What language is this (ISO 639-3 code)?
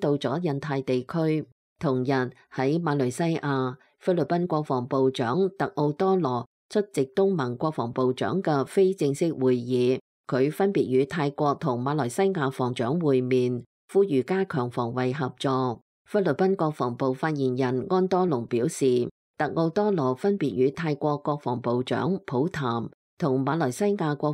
yue